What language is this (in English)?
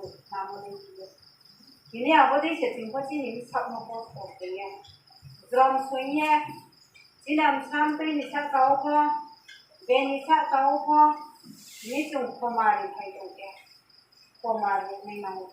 Riang (India)